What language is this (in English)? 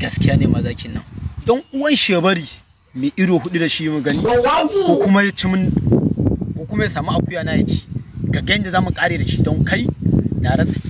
Hausa